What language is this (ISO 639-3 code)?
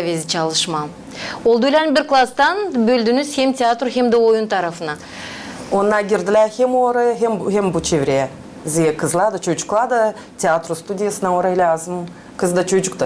gag